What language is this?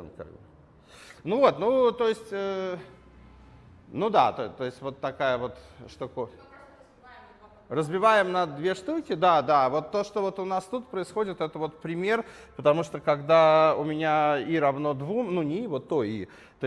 Russian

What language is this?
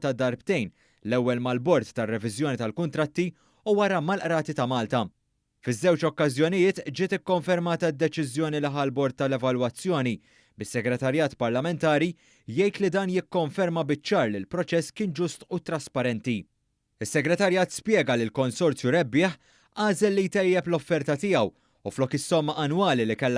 Maltese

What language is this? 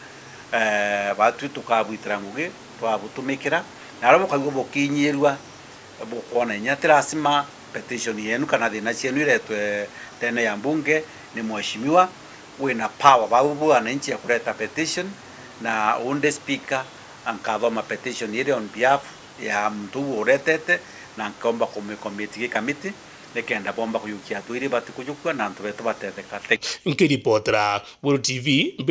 Meru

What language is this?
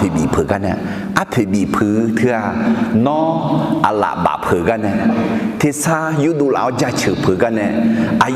Akha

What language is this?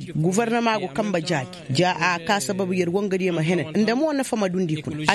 Koyraboro Senni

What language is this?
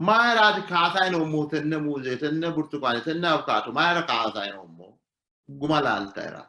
Sidamo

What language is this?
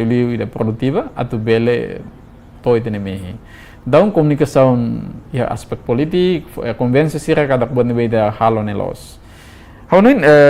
Tetum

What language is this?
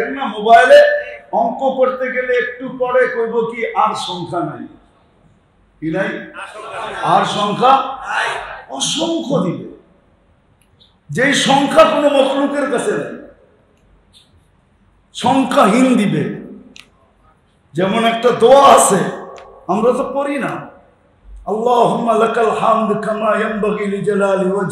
Bangla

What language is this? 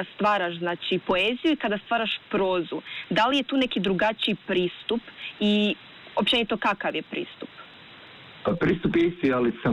Serbian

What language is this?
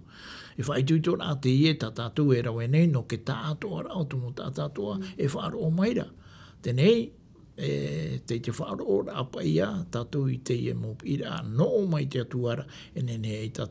Tahitian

